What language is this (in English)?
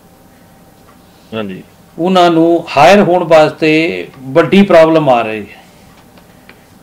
Punjabi